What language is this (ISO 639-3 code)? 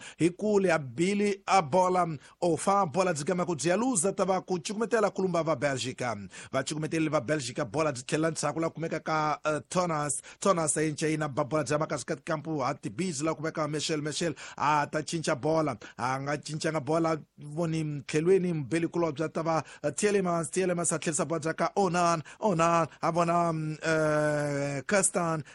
tso